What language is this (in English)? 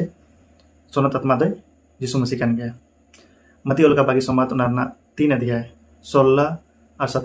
Santali